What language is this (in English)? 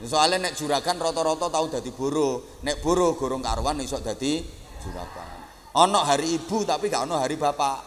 Javanese